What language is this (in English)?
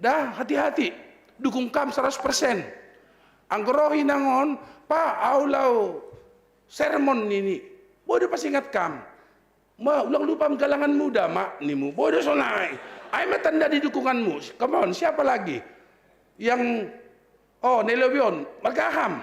Batak Simalungun